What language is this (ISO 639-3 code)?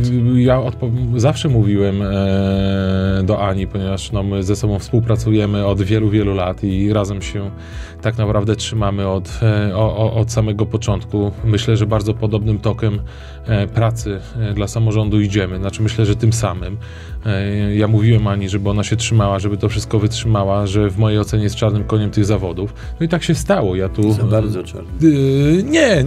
pol